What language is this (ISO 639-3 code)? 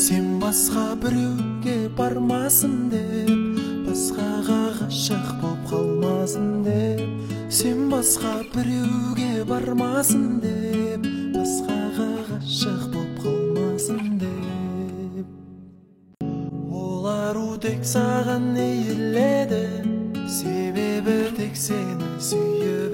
kaz